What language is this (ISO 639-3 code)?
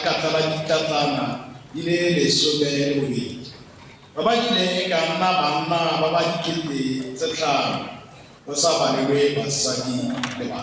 tsn